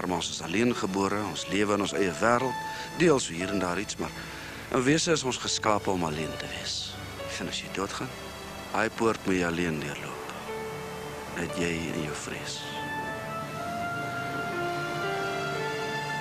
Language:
Afrikaans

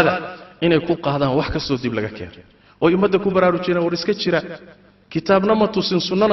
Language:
Somali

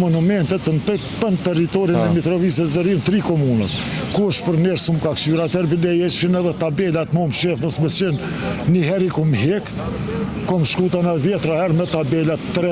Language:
Albanian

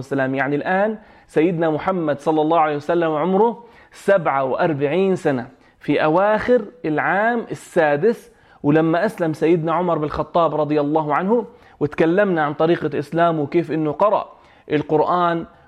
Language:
North Levantine Arabic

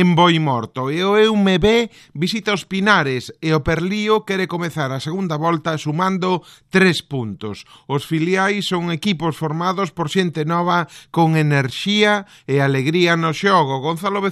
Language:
Galician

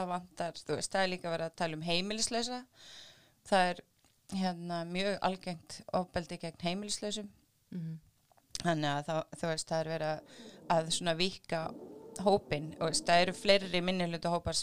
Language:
Icelandic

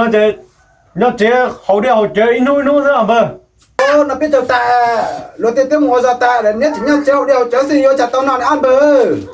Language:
Hmong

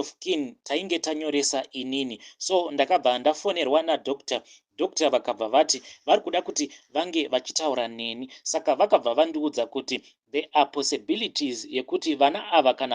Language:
Shona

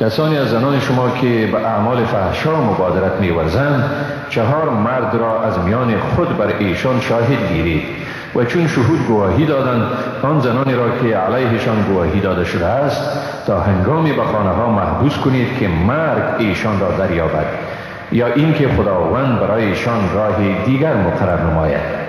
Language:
Persian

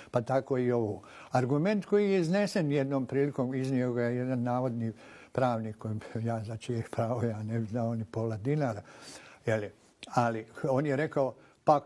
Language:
Bosnian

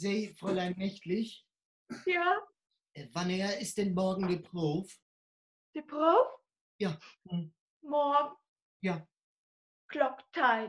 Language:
Low German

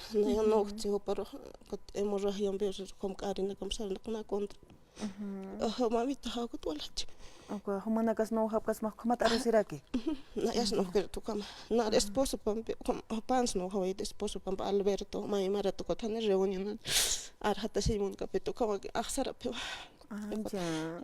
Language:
Aymara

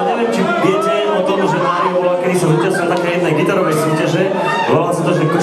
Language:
Slovak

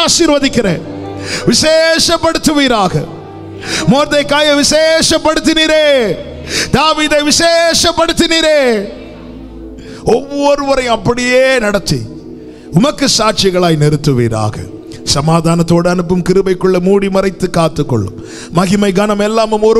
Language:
Tamil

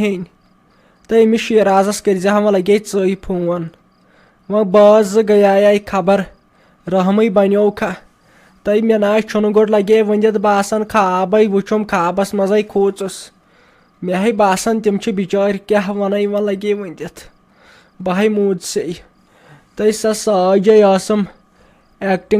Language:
Kashmiri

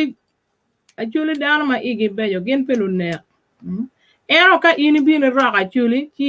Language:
Acoli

